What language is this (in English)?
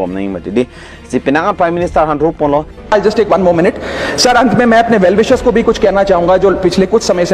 Karbi